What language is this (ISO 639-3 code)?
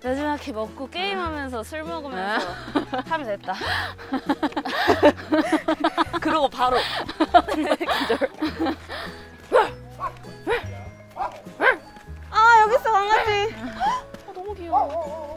kor